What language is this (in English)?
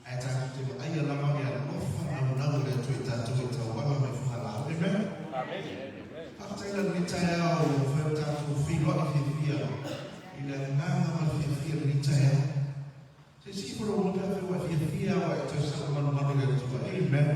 Samoan